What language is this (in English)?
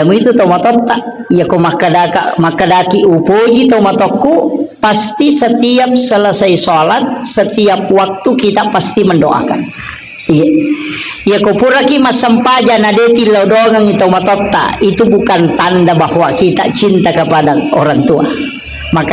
Buginese